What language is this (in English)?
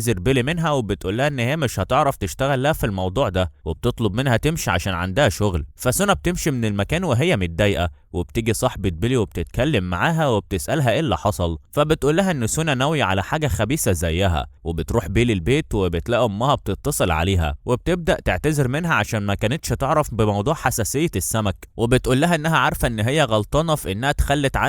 Egyptian Arabic